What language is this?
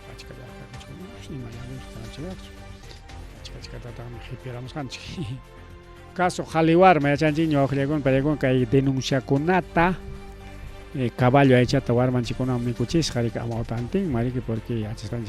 Ayacucho Quechua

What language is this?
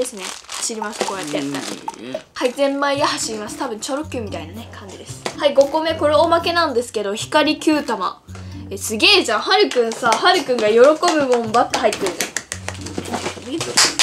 Japanese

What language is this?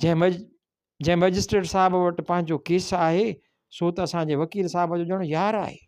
Sindhi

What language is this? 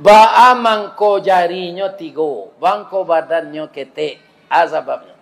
Minangkabau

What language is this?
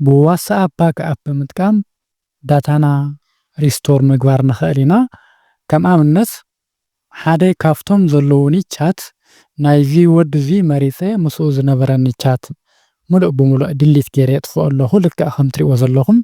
Tigrinya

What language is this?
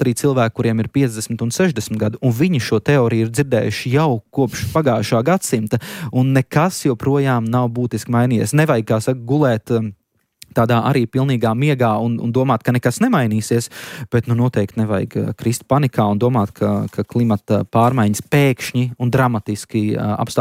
Latvian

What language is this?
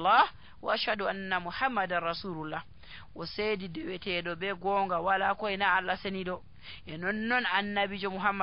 Nigerian Fulfulde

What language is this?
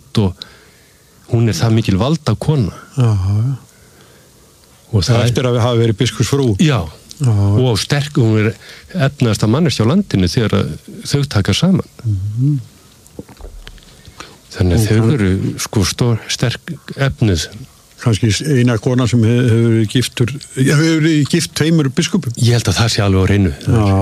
Icelandic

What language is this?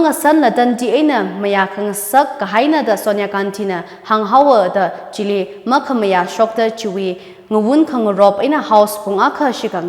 Tangkhul Naga (India)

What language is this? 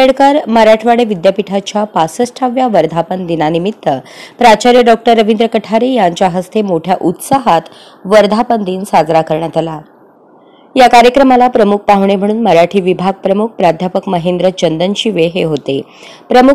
Marathi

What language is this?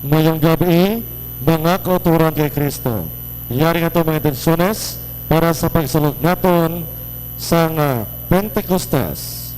Hiligaynon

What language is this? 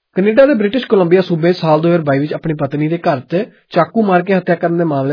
Punjabi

